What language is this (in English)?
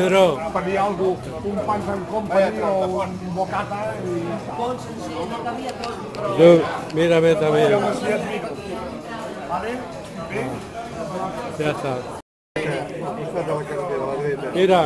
Catalan